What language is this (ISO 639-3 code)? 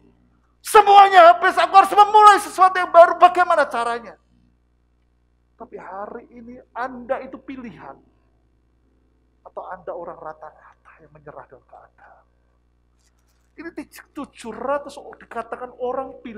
ind